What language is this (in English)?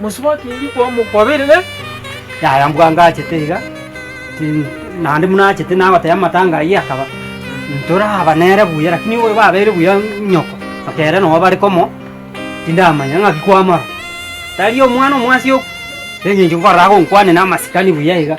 Gusii